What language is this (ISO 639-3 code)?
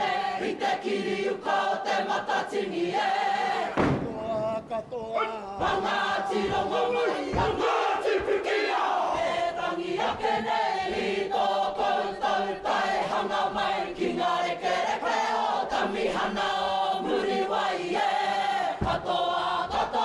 mri